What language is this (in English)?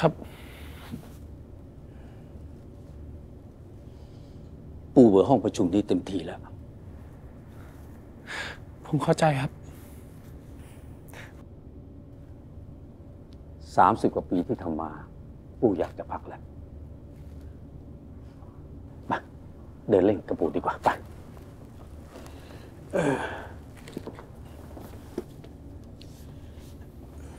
Thai